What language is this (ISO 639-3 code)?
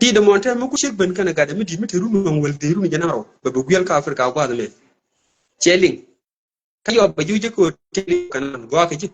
nus